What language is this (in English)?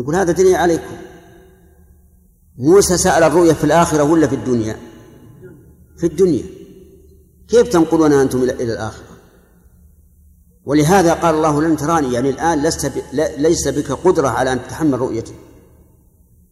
Arabic